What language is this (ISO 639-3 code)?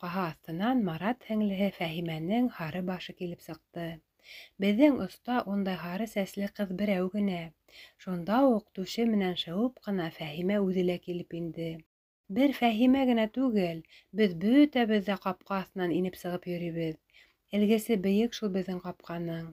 bak